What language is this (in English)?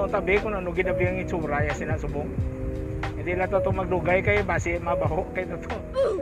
Hiligaynon